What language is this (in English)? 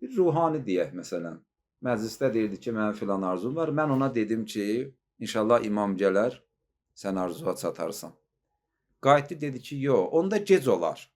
Azerbaijani